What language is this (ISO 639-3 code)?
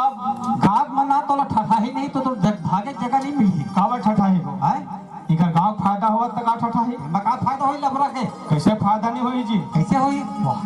hne